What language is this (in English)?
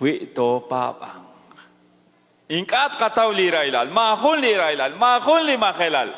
Kekchí